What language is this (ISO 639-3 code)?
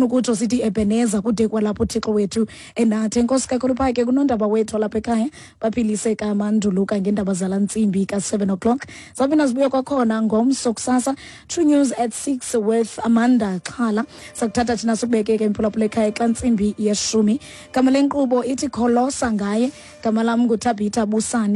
xho